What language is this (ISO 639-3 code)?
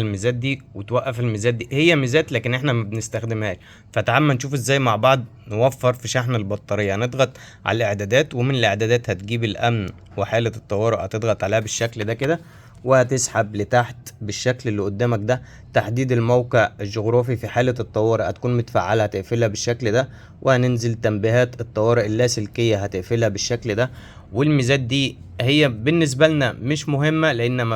arz